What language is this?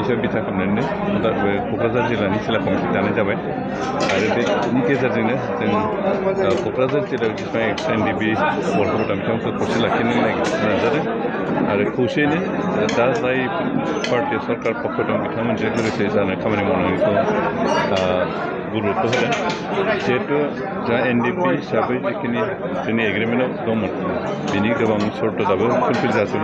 Bodo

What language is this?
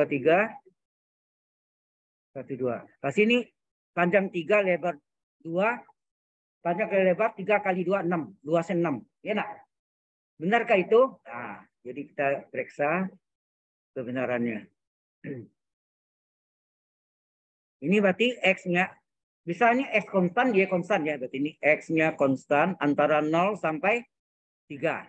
Indonesian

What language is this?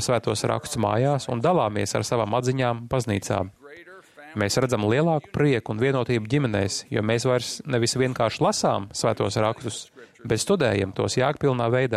Latvian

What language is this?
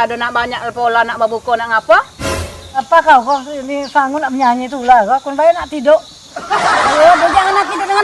Musi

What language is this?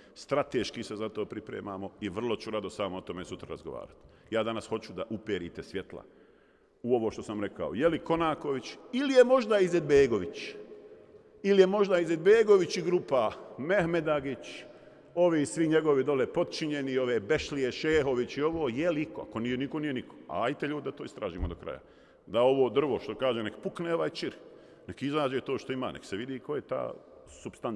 Bosnian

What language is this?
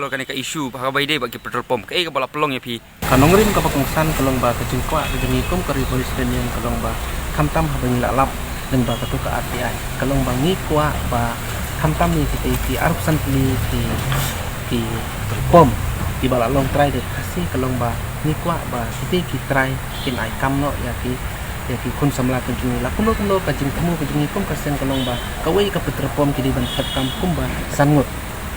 Khasi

